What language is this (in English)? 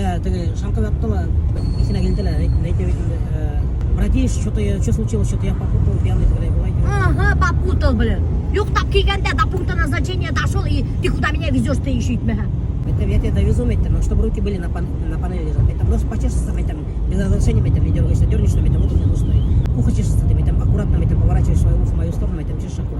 Bashkir